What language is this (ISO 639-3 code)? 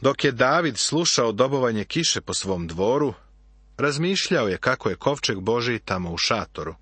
srp